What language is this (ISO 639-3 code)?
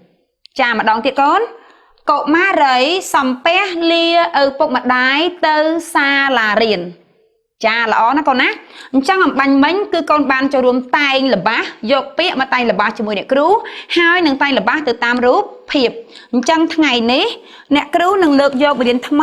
khm